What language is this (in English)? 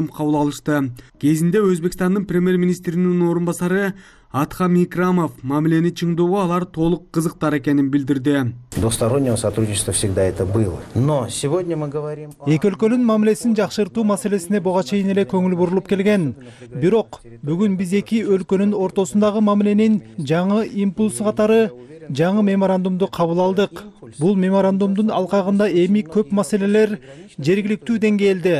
Kyrgyz